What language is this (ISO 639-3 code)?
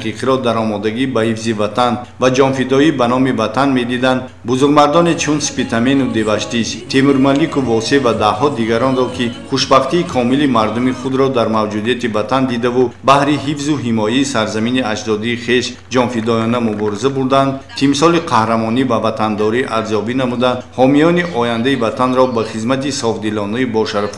tgk